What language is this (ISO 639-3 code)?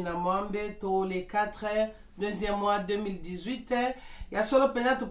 lin